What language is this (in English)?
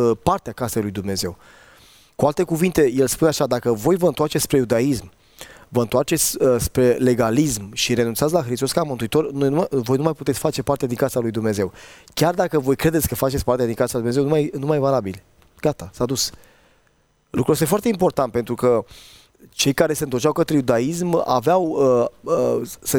Romanian